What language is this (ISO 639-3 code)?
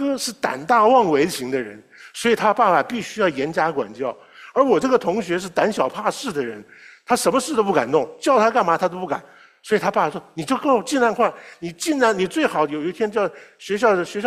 zho